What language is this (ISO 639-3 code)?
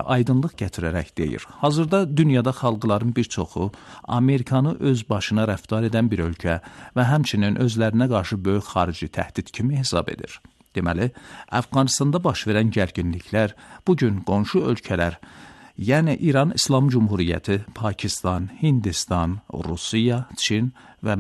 aze